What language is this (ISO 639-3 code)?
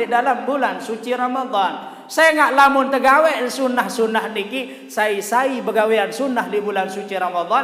sas